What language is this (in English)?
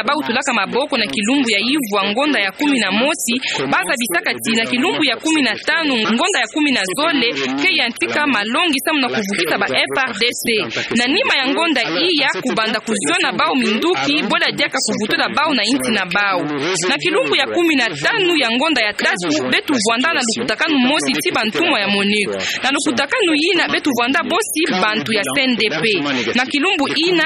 Kituba (Democratic Republic of Congo)